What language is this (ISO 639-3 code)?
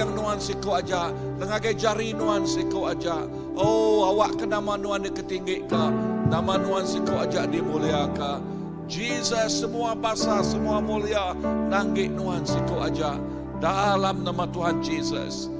iba